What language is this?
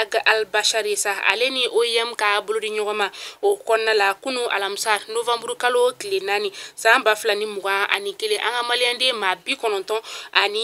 Bambara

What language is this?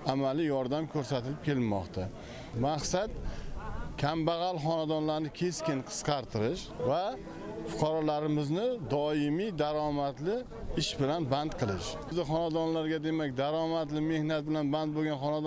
Uzbek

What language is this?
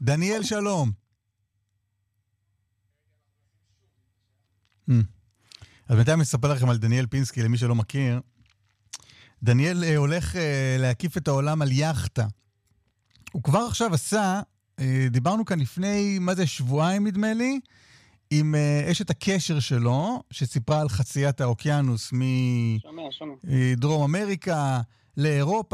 Hebrew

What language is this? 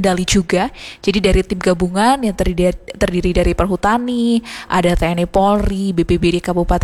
Indonesian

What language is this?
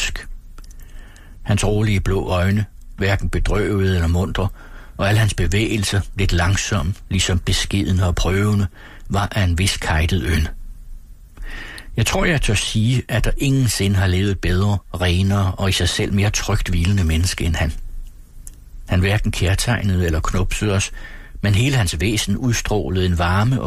Danish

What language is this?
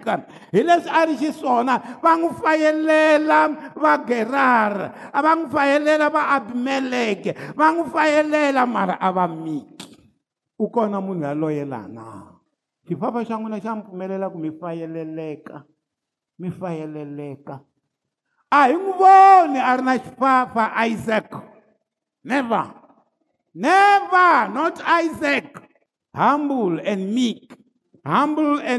Tsonga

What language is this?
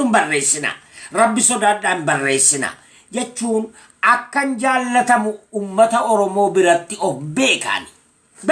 Oromo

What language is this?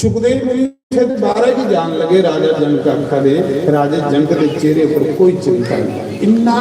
Dogri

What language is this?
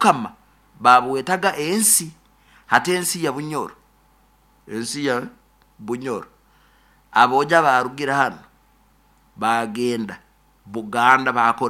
Nyoro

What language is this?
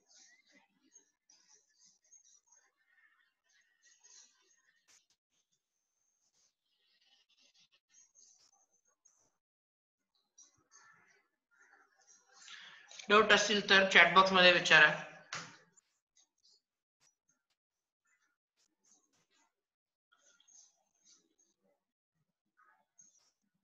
Marathi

